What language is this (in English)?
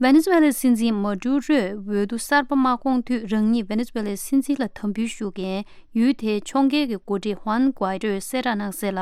Tibetan